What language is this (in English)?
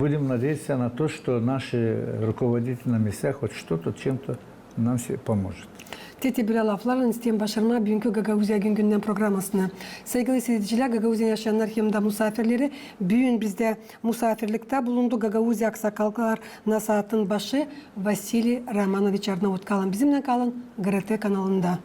Gagauz